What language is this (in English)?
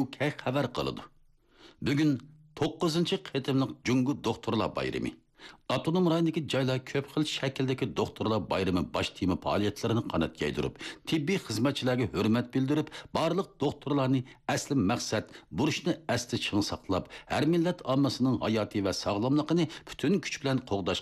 Uyghur